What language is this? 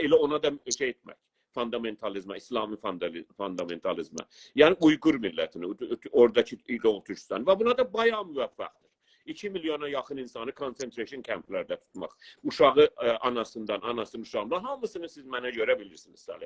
South Azerbaijani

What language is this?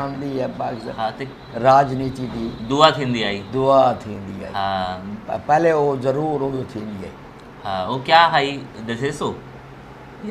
Saraiki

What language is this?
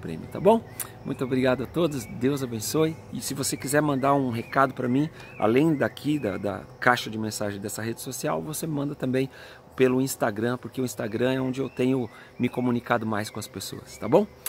Portuguese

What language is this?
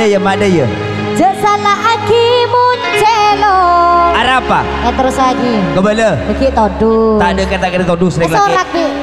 Madurese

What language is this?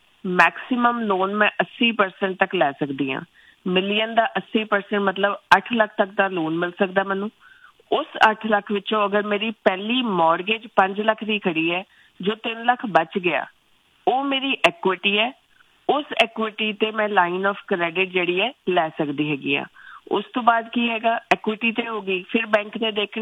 Punjabi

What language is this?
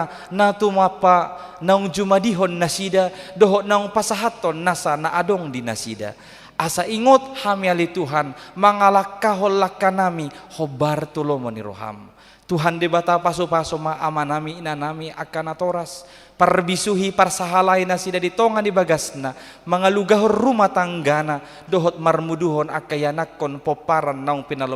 Batak Toba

